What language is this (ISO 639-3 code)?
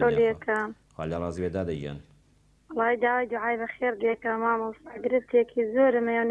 ckb